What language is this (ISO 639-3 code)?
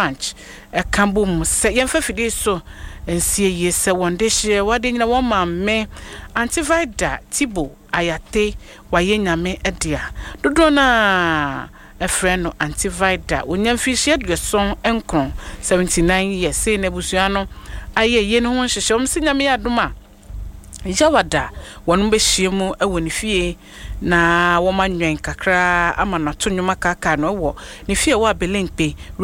aka